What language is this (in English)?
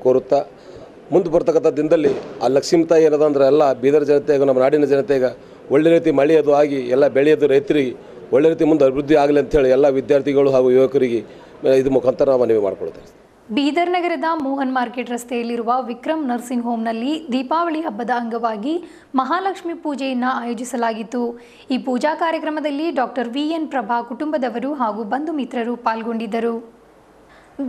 Kannada